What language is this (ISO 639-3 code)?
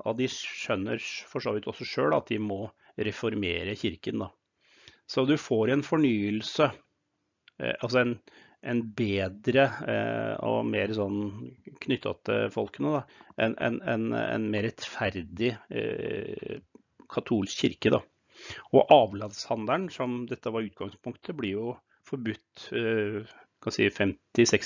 nor